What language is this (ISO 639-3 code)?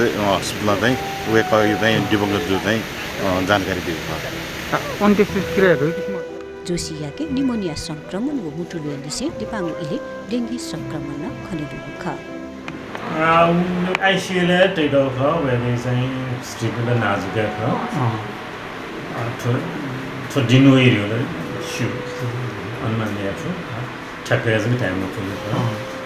new